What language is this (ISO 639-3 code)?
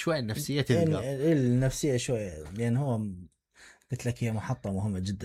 acm